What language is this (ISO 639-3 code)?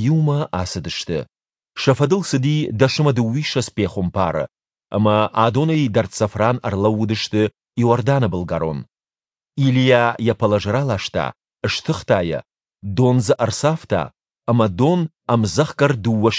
oss